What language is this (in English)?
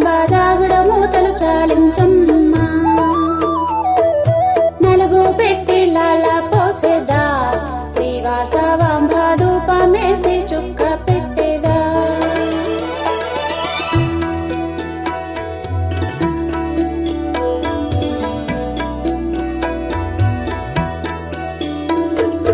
Telugu